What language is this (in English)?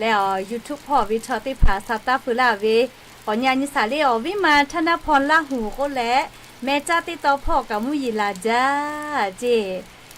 Lahu